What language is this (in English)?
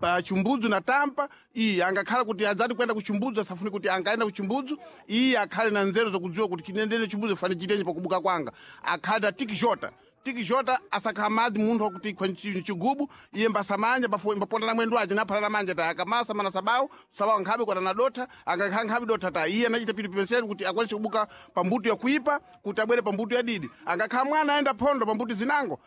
Sena